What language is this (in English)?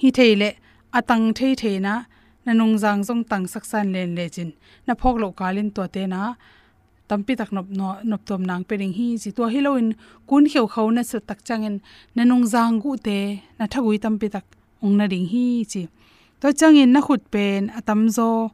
Tedim Chin